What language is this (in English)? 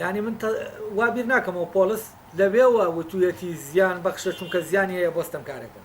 Central Kurdish